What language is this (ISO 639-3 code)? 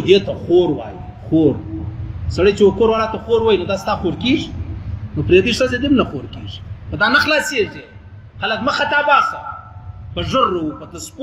pus